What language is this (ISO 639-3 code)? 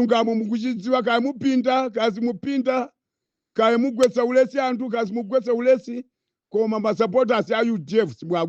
nya